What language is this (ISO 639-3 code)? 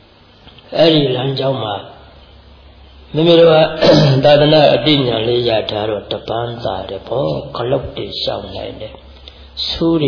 mya